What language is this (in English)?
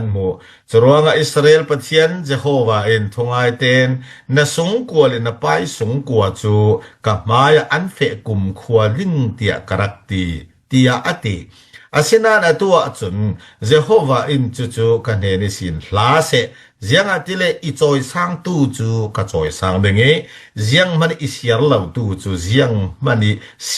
Falam Chin